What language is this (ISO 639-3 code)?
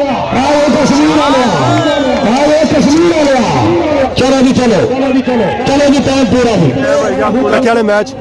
phr